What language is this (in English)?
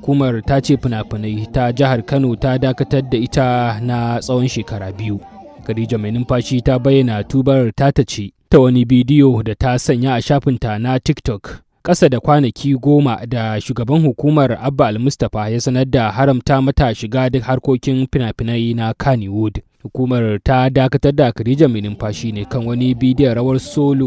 Hausa